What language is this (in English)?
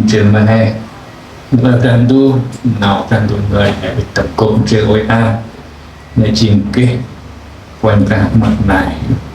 Central Mnong